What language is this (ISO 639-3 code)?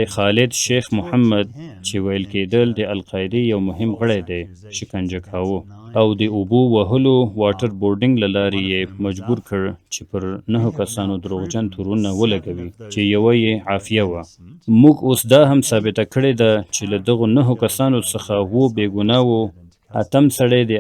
pus